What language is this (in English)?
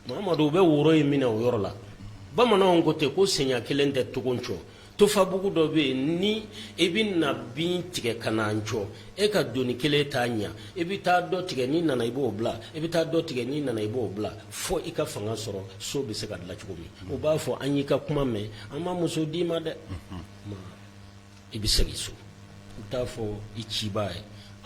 Bambara